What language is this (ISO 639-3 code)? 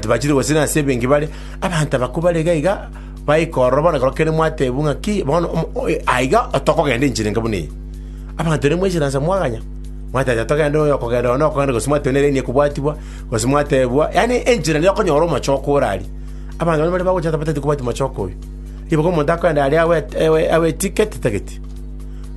guz